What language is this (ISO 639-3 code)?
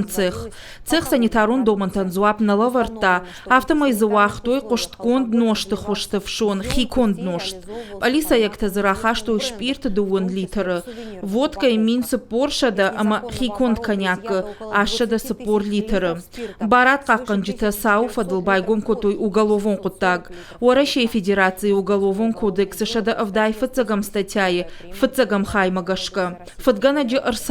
oss